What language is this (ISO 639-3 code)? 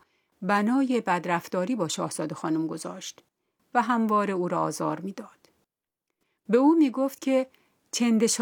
fas